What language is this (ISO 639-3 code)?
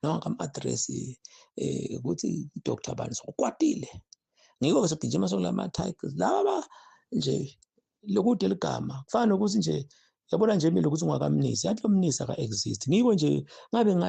zul